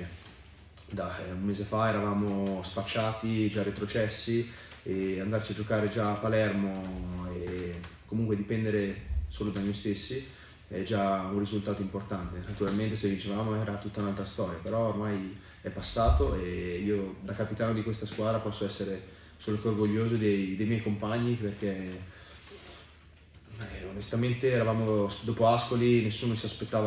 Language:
Italian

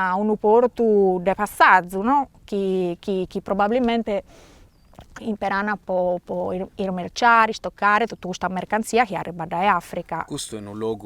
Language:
Sardinian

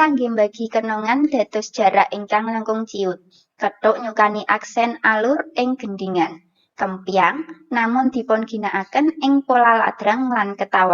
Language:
Javanese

